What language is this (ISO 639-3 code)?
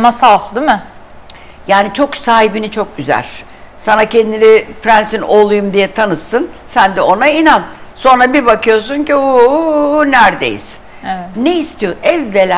tur